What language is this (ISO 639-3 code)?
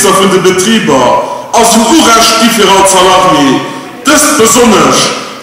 ltz